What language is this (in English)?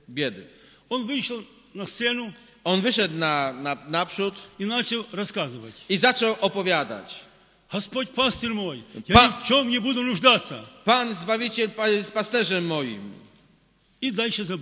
Polish